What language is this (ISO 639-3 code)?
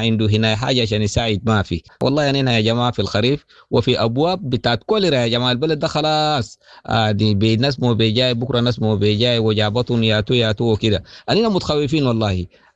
apd